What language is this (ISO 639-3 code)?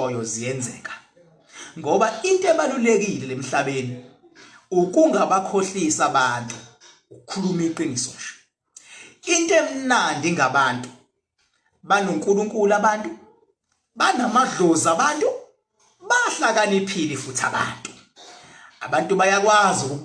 zul